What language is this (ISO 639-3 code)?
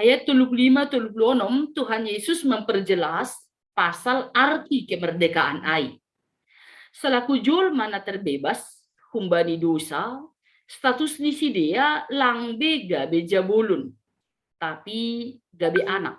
bts